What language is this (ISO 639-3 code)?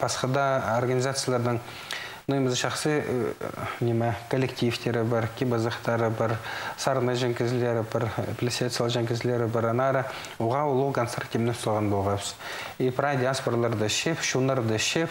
kjh